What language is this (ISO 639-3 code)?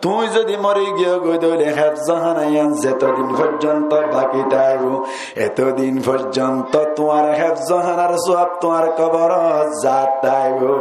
rhg